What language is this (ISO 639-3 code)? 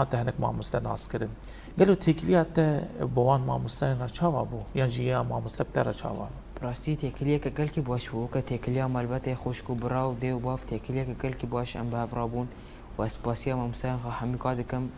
kur